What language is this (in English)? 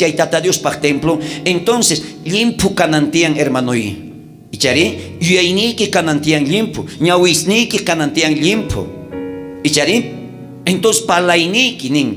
South Bolivian Quechua